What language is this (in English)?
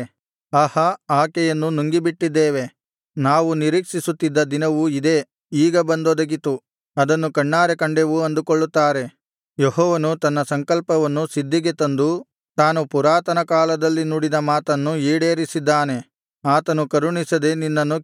Kannada